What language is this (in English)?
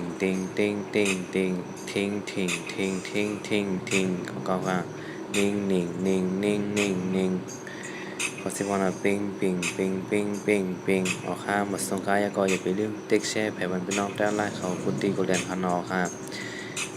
Shan